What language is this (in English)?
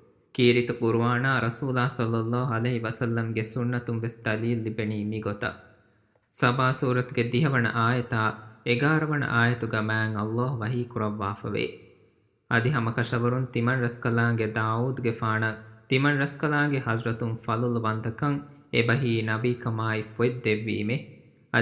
Divehi